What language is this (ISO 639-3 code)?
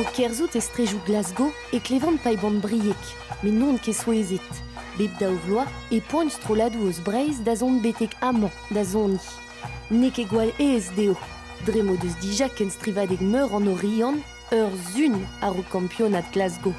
bre